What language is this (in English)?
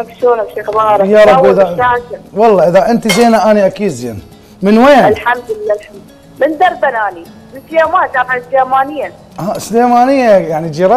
Mesopotamian Arabic